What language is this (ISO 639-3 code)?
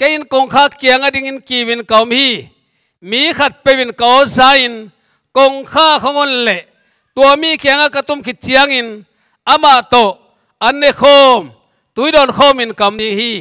ctd